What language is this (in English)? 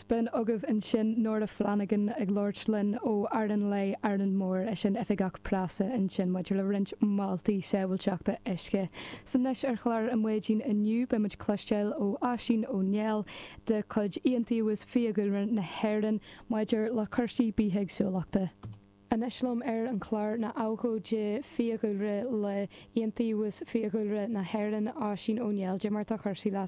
Irish